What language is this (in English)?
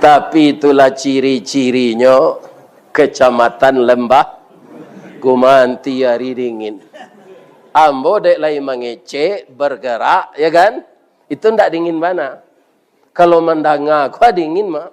Minangkabau